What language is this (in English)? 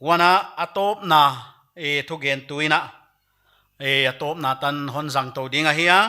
Paite Chin